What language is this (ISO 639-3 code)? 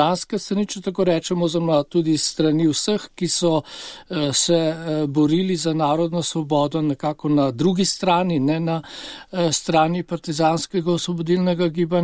slv